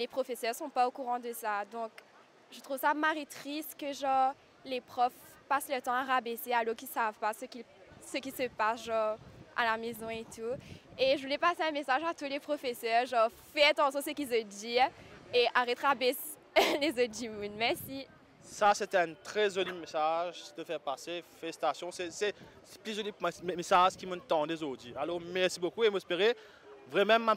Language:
Morisyen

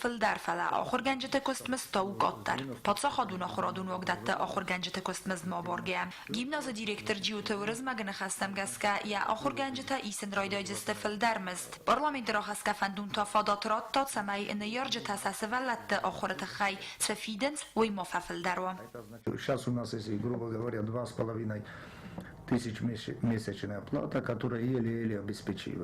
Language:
Ossetic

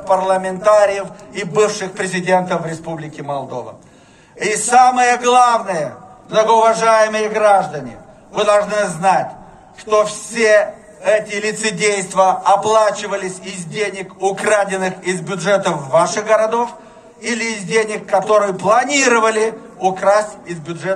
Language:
Russian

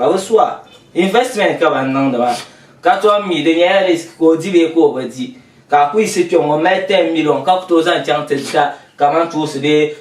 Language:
Dagbani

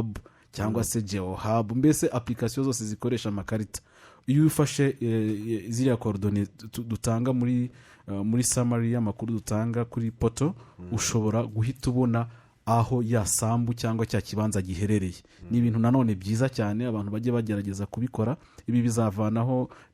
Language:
Kinyarwanda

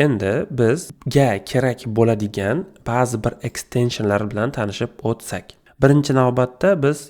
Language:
Uzbek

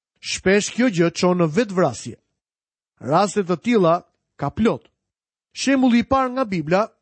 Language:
Albanian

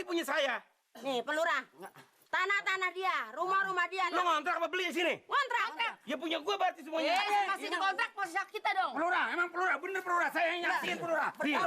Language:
Betawi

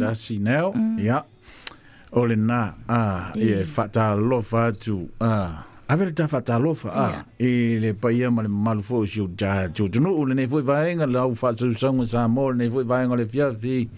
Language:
Samoan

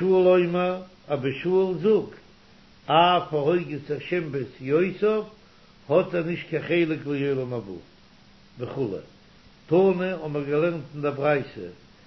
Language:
Yiddish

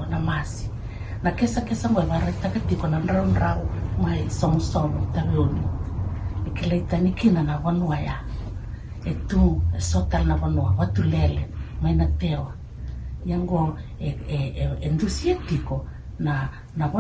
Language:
Fijian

